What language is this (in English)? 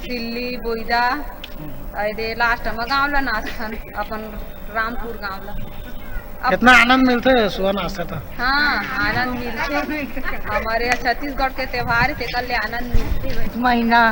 Chhattisgarhi